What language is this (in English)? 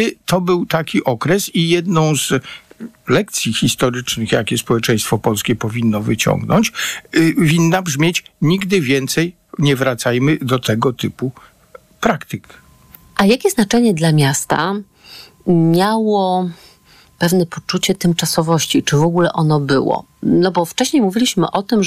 Polish